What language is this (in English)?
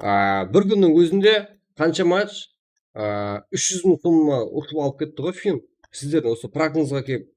Kara-Kalpak